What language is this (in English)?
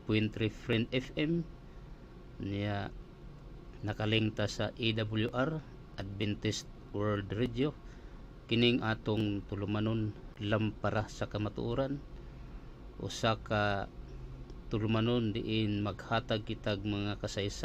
Cebuano